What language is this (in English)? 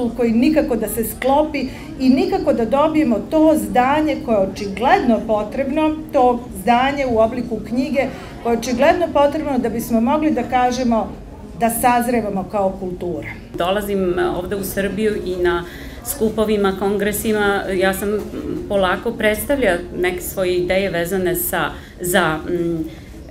Serbian